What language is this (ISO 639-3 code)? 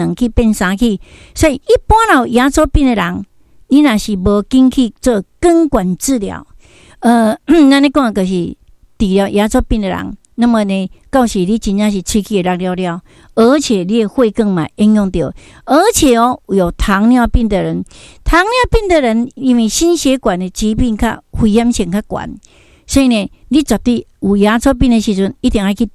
nan